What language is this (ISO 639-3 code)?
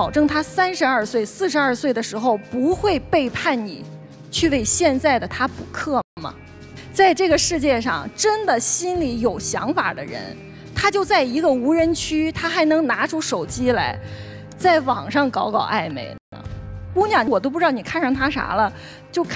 zho